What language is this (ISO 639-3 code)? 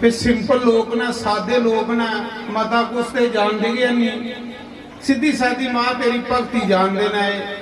doi